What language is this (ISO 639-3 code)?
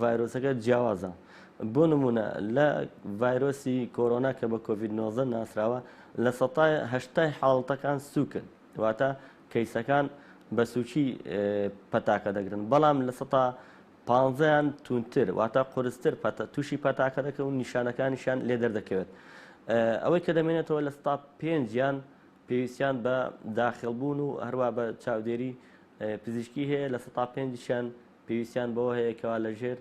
ckb